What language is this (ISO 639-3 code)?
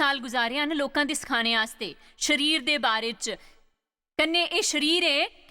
doi